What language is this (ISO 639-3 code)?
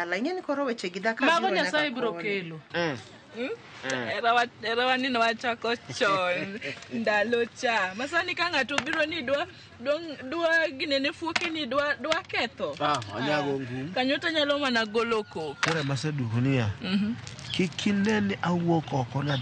luo